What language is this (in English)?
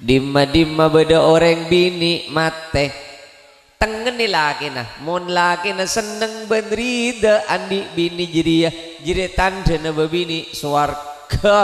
Madurese